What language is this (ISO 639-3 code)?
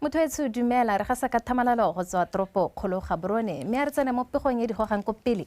tsn